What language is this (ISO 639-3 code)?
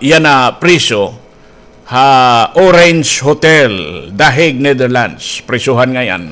war